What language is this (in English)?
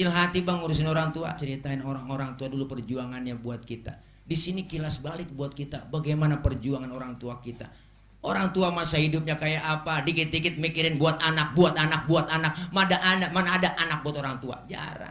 Betawi